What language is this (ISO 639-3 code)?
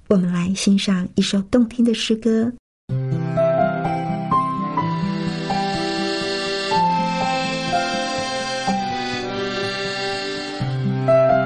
zho